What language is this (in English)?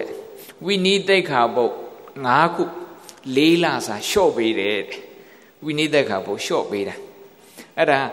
Burmese